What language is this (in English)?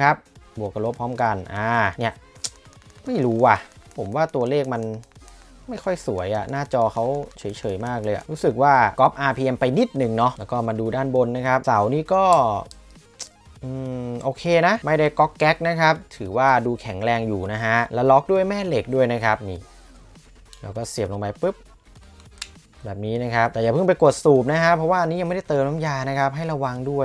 Thai